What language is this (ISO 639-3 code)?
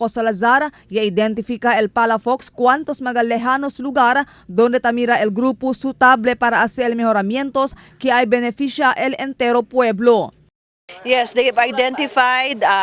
cbk